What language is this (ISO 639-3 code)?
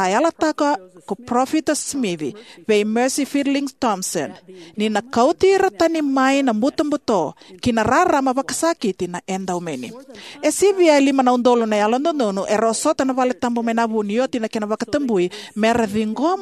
fij